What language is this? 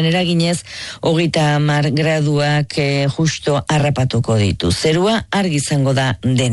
Basque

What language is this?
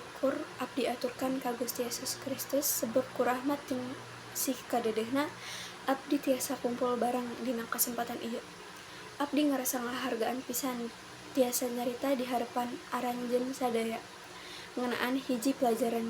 Sundanese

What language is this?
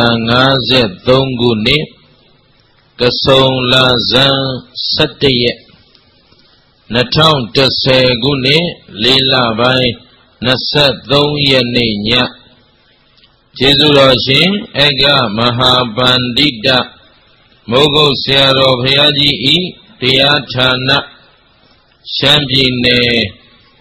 Burmese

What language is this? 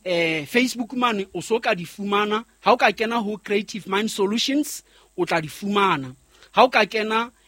Southern Sotho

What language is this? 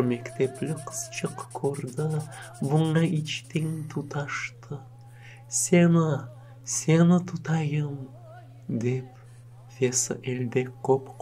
Crimean Tatar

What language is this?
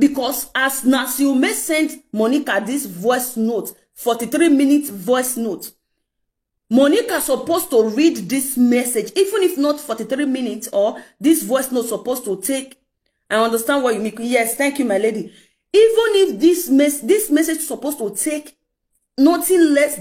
Nigerian Pidgin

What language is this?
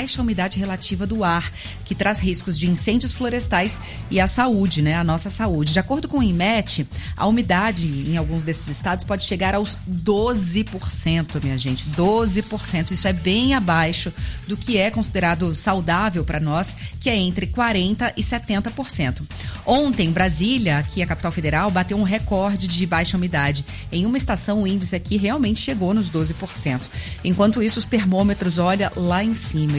Portuguese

